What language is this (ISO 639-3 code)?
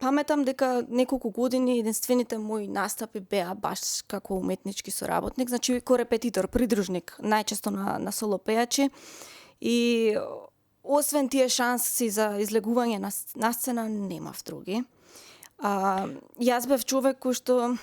mkd